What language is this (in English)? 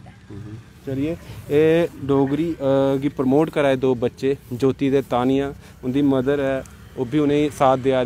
Dogri